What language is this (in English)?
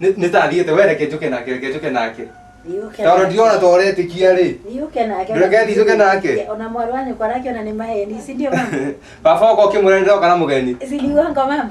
Kikuyu